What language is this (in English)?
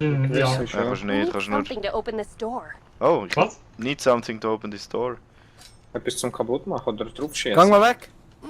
Swiss German